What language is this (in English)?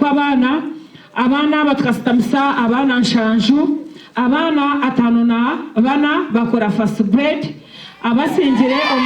Nyankole